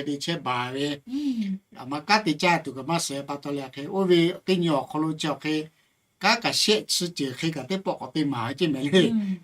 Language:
Lahu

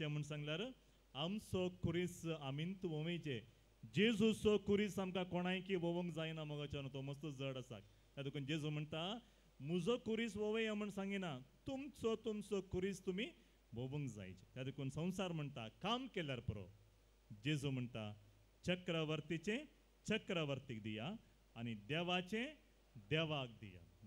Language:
Konkani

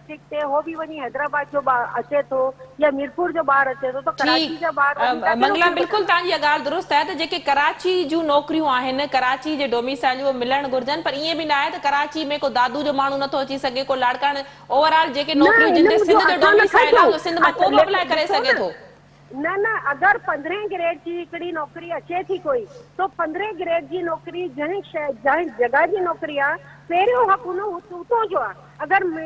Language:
Sindhi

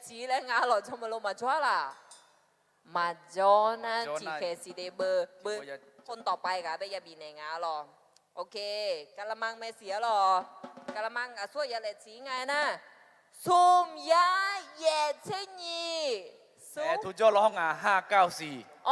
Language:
Akha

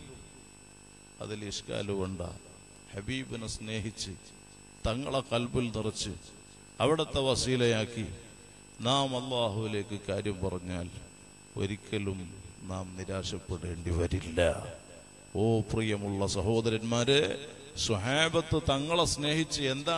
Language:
Malayalam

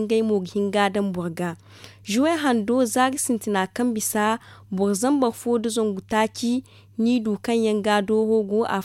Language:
Zarma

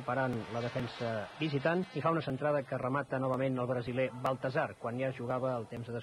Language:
Catalan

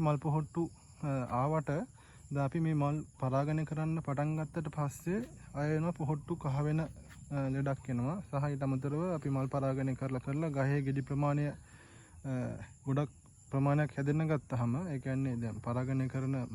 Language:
Sinhala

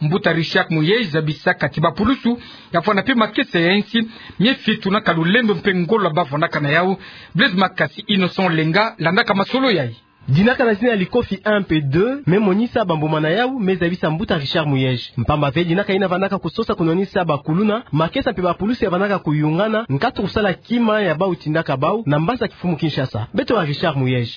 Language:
Kituba (Democratic Republic of Congo)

